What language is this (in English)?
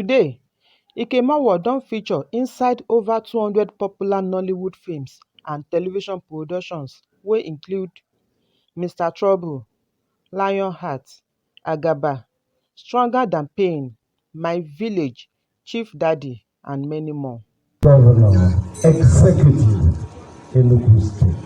Nigerian Pidgin